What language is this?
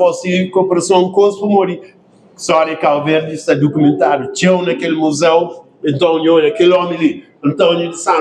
Kabuverdianu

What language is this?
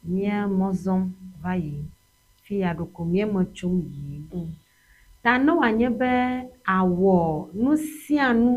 Ewe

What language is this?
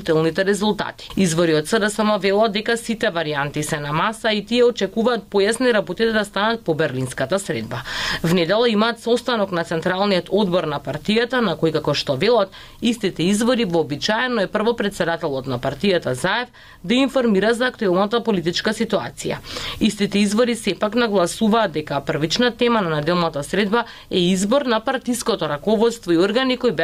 Macedonian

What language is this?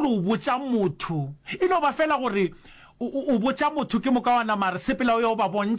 Northern Sotho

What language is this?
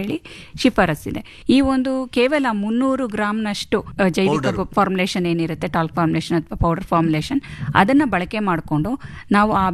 Kannada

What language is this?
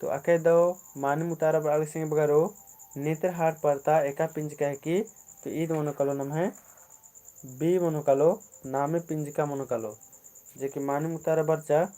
Kurukh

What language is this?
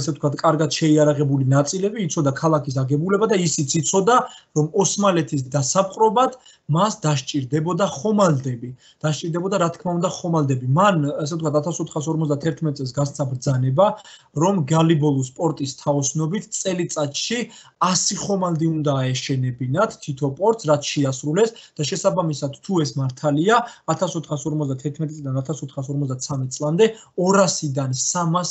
Georgian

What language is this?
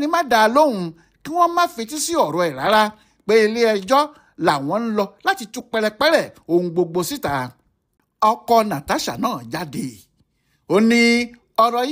Yoruba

